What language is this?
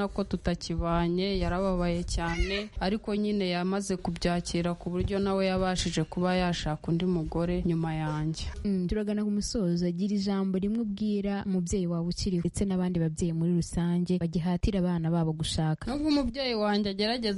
Kinyarwanda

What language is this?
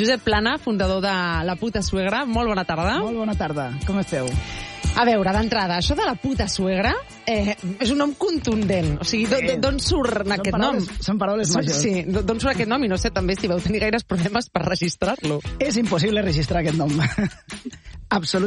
Catalan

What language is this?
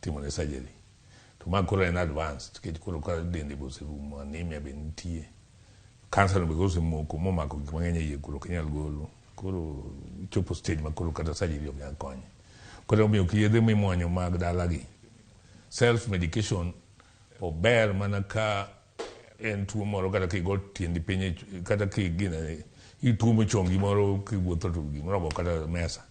Luo (Kenya and Tanzania)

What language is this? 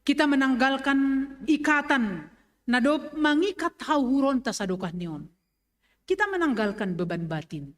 Batak Simalungun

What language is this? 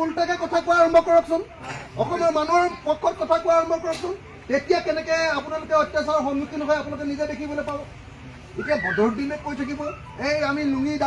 Assamese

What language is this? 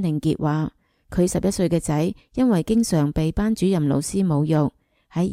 Cantonese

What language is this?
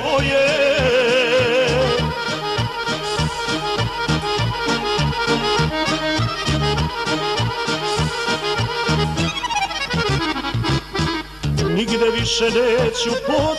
Serbian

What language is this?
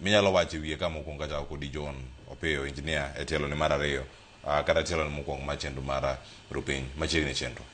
Luo (Kenya and Tanzania)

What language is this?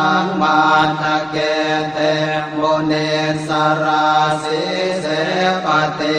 Pali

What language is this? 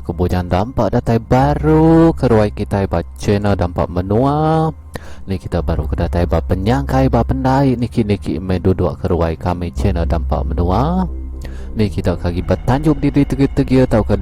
Iban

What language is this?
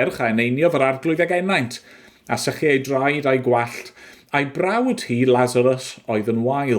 Welsh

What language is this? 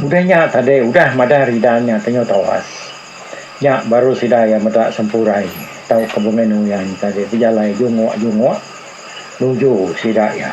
Iban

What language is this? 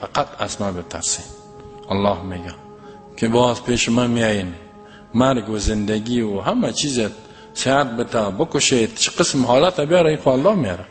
Persian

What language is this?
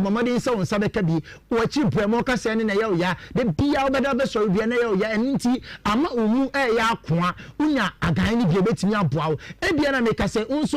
Akan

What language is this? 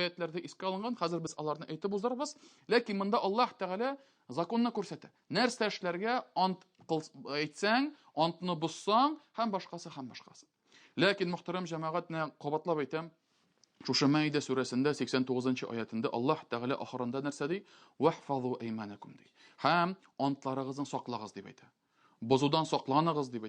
Tatar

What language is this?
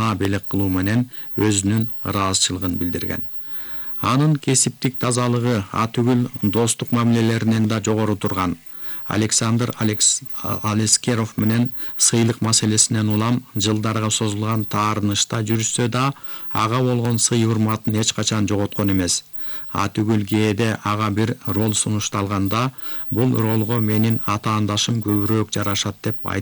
Kyrgyz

